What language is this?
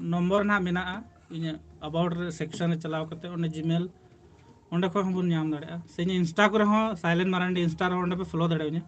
Santali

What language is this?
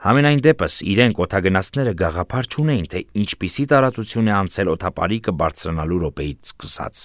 Armenian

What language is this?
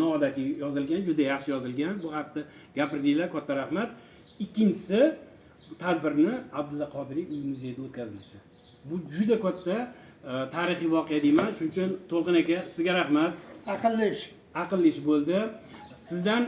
Uzbek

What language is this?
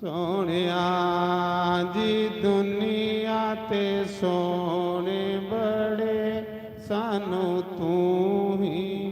Dogri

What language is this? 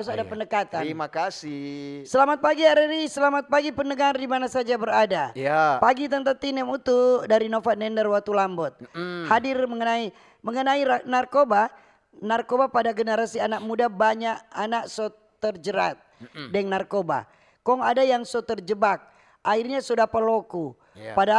Manado Malay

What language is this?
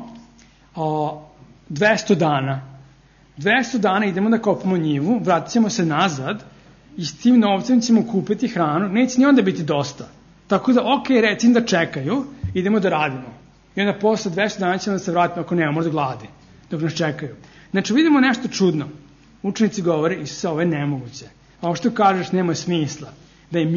Serbian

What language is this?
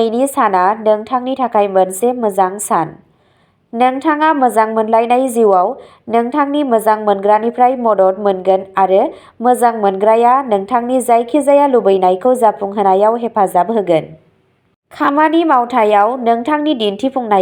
Bodo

